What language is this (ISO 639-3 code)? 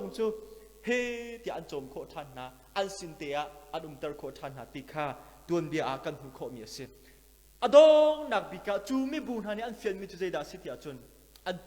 cnh